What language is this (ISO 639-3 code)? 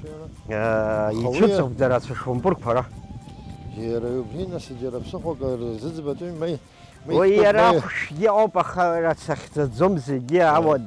abk